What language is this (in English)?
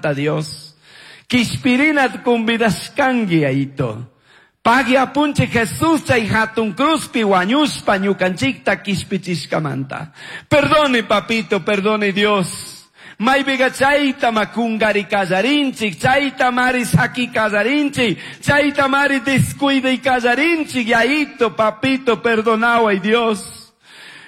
Chimborazo Highland Quichua